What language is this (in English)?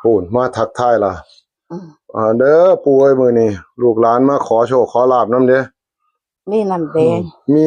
Northeastern Thai